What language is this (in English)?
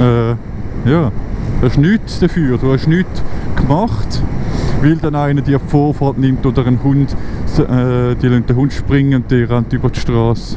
Swiss German